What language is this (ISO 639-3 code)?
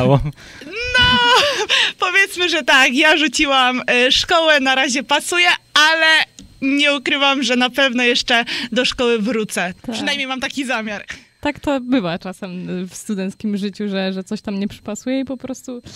pol